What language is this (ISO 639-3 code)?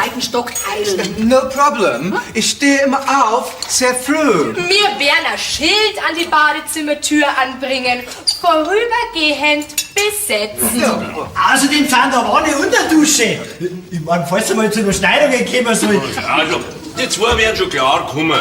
bar